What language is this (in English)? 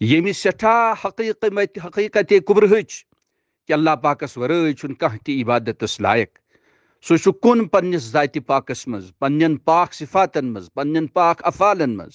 Kashmiri